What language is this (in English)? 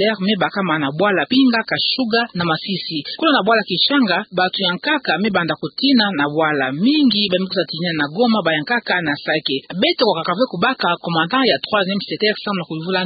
Kituba (Democratic Republic of Congo)